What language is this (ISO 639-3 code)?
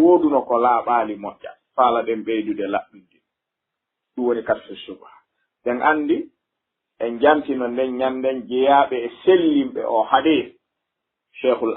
ful